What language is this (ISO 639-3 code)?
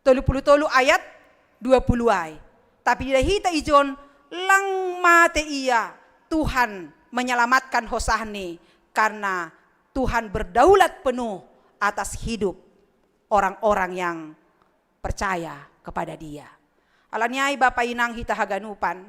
bts